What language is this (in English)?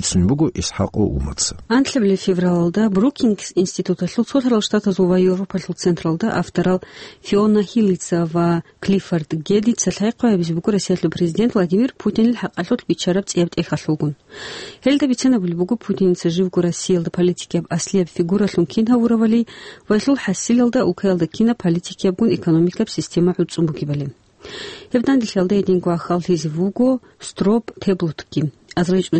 Avaric